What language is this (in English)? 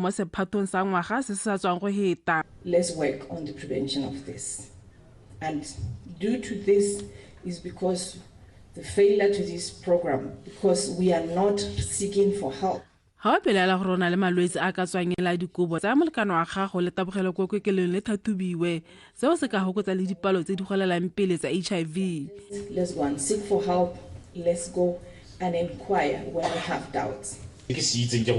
Tswana